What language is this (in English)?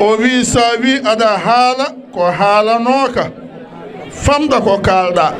Fula